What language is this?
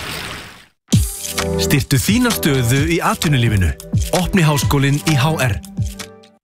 Icelandic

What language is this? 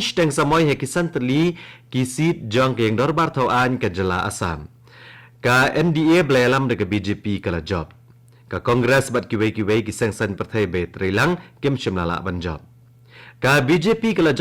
Khasi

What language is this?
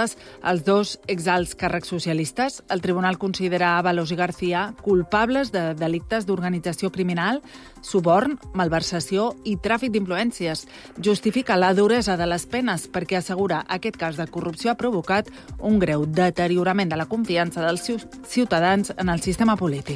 Catalan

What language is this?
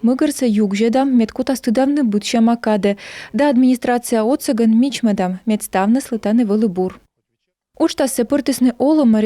Komi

